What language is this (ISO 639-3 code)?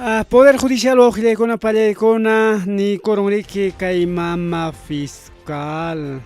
quy